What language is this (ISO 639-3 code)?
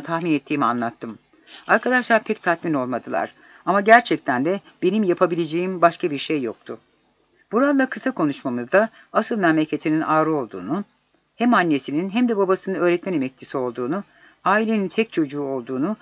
tur